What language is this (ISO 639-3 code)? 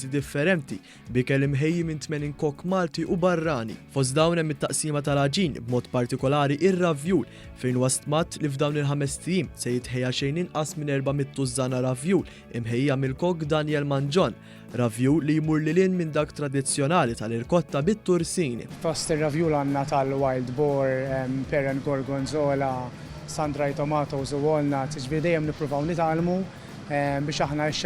mlt